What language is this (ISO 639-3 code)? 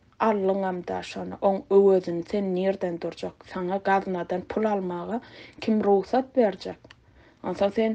tuk